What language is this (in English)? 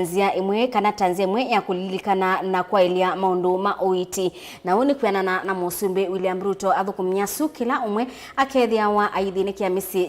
Kamba